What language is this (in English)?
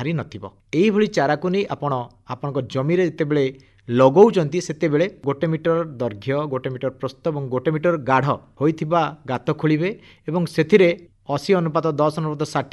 Odia